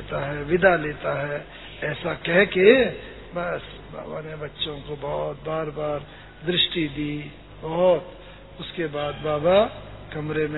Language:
Hindi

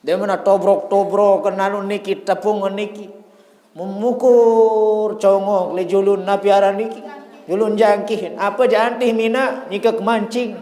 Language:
Sasak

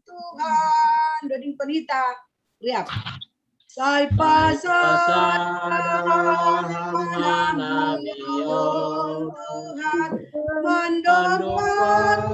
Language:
Batak Simalungun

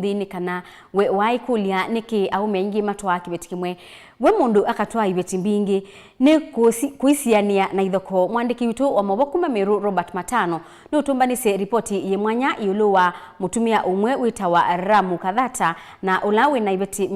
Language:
Kamba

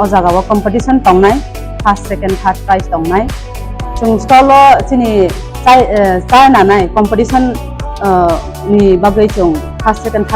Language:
Kok Borok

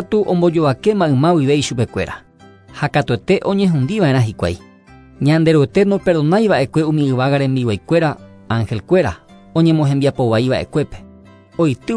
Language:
Guarani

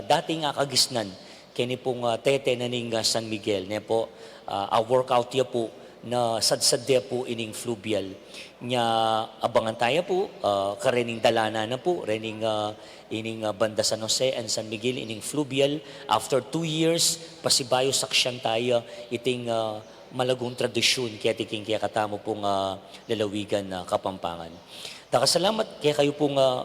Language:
Pampanga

